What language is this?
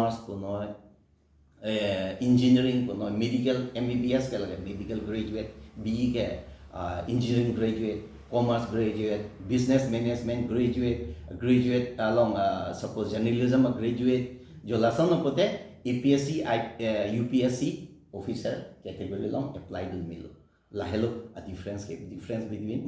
Karbi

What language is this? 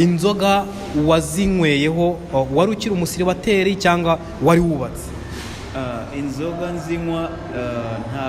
Kinyarwanda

